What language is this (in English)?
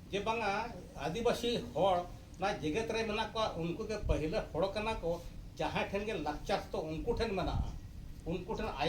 Santali